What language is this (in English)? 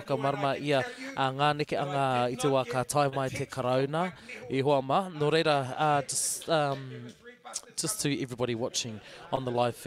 Māori